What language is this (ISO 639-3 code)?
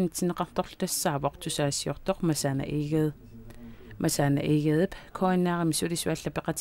kal